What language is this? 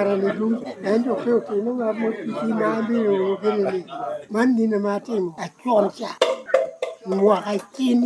Lango (Uganda)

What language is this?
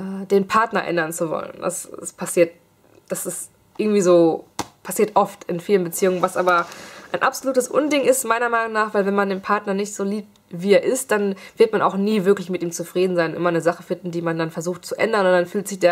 German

